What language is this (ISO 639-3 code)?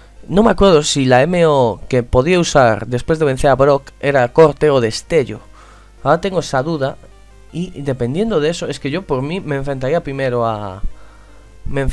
spa